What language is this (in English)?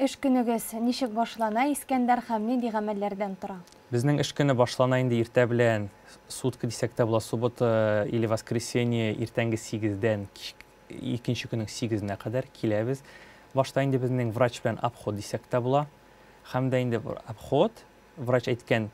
Tatar